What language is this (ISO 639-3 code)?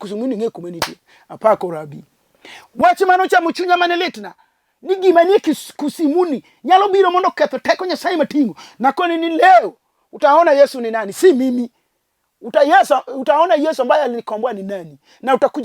luo